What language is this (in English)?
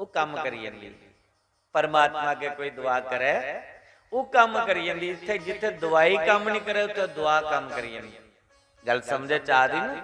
Dogri